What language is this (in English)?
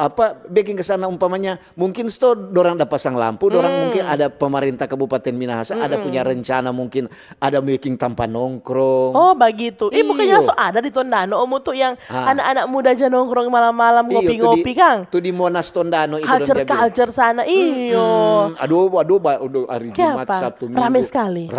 Manado Malay